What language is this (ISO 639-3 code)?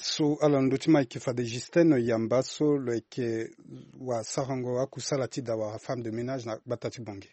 sag